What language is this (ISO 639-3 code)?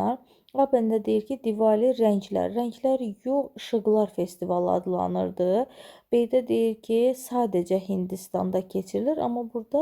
aze